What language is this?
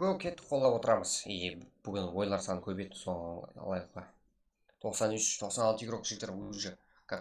Kara-Kalpak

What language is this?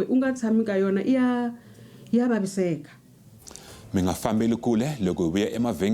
Tsonga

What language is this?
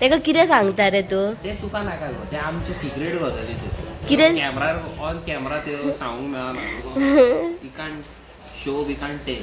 Konkani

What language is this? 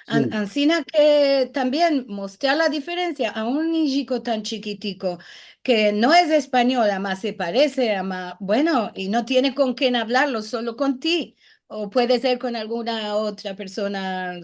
Ladino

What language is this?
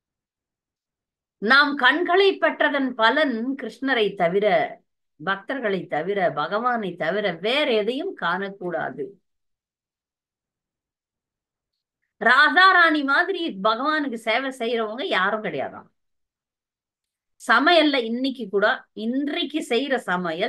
Tamil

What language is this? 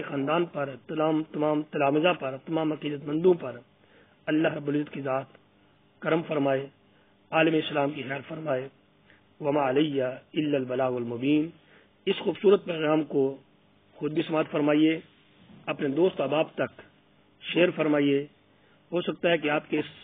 Urdu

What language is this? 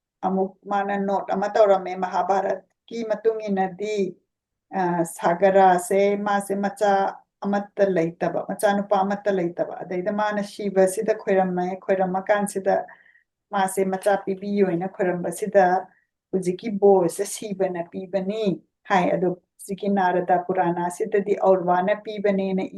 Manipuri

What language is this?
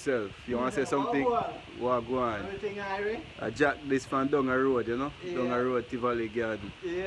Jamaican Creole English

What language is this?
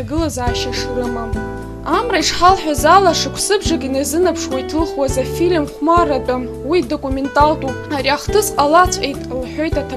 Abkhazian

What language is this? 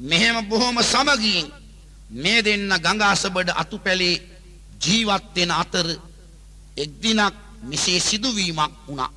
Sinhala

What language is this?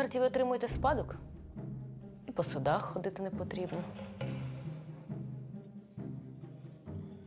Ukrainian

